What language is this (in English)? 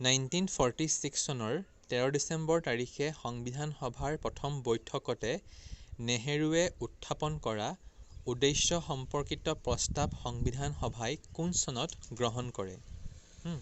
Assamese